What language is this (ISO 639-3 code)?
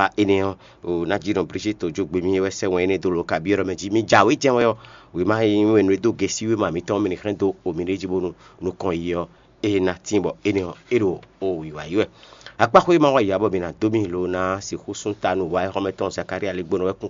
fon